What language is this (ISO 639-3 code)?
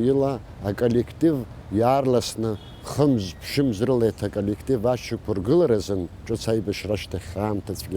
abk